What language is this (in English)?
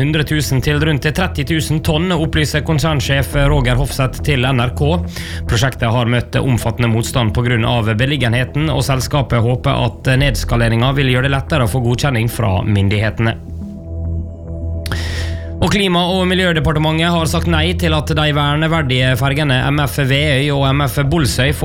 Norwegian